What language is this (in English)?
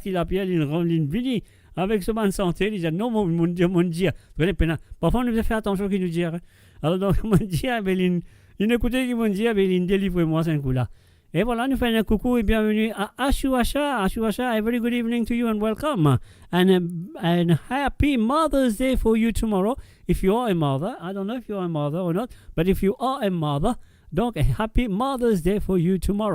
Morisyen